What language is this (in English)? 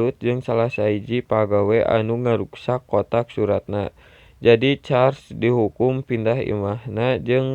Sundanese